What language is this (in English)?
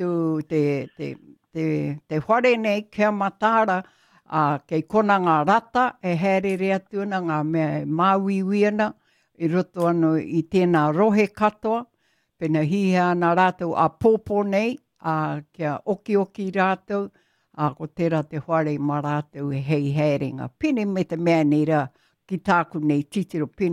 Māori